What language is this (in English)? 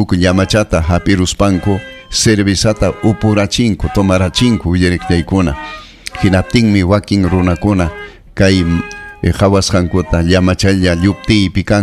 Ayacucho Quechua